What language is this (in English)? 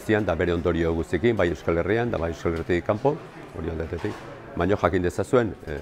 Basque